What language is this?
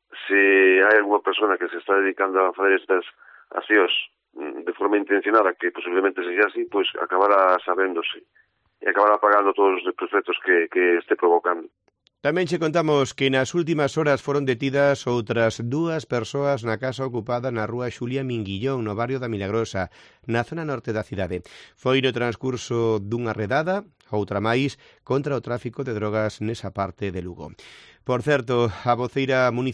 Galician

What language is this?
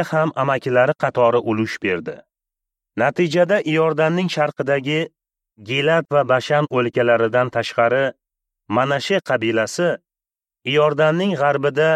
Uzbek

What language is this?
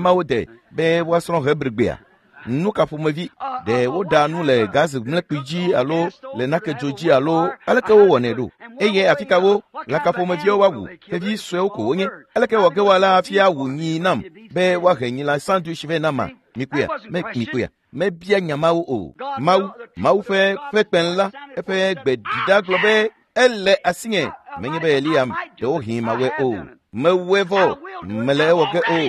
Ewe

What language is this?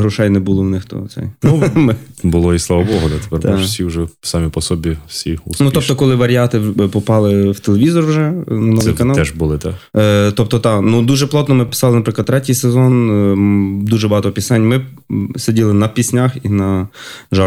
Ukrainian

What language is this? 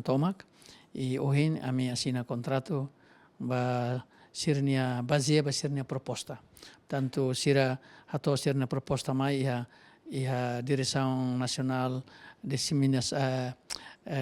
Tetum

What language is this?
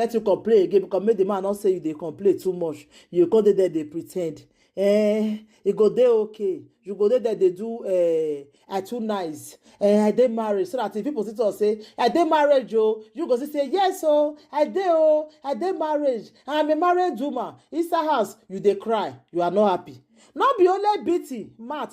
Nigerian Pidgin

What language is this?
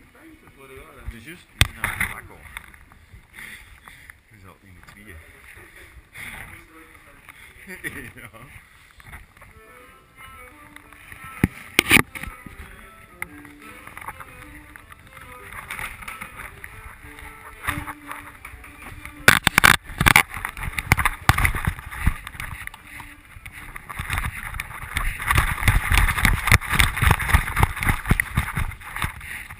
Dutch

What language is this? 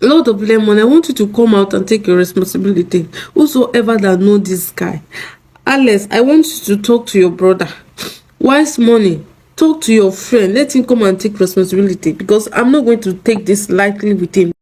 Nigerian Pidgin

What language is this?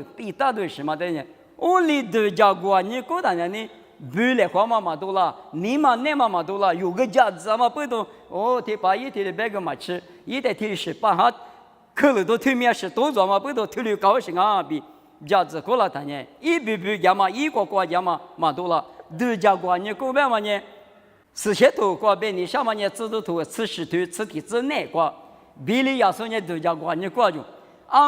Lisu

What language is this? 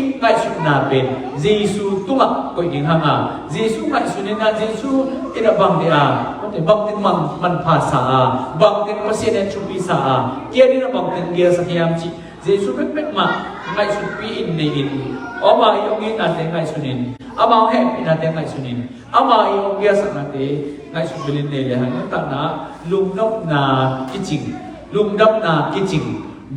Tedim Chin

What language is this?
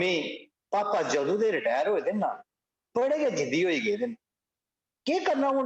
Dogri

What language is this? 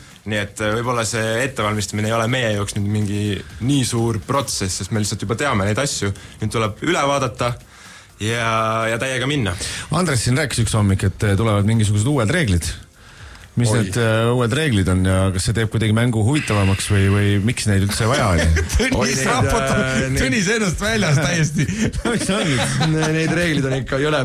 Estonian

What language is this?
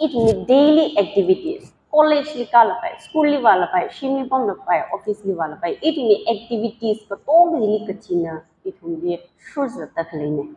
Tangkhul Naga (India)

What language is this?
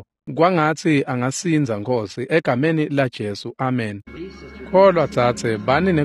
Swati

